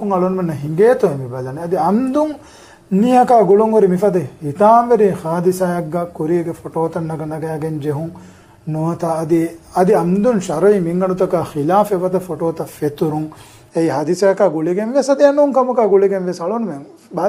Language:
Divehi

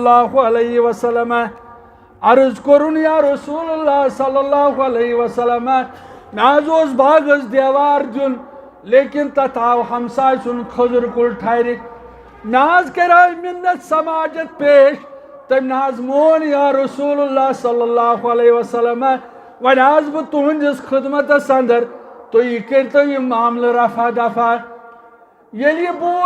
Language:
Kashmiri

